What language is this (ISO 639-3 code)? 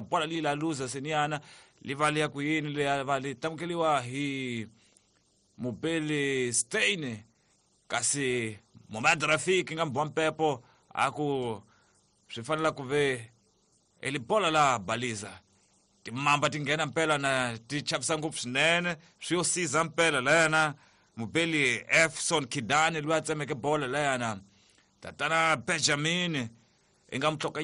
tso